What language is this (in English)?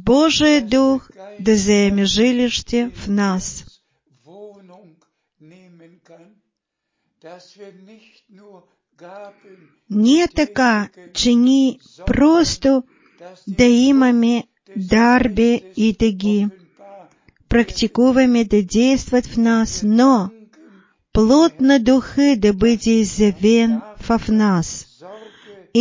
Bulgarian